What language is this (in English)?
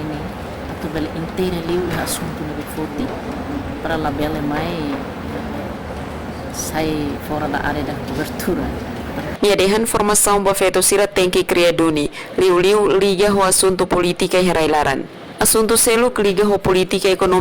Tetum